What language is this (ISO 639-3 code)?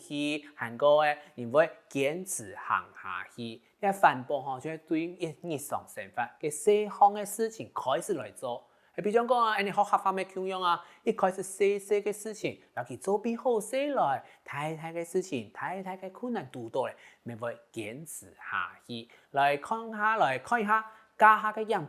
hak